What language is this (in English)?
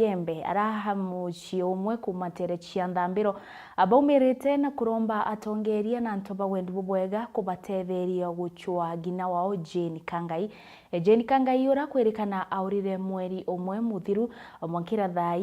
Meru